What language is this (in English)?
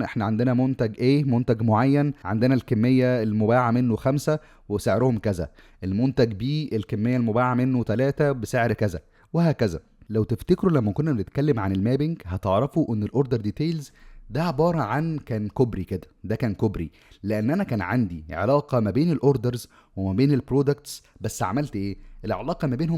Egyptian Arabic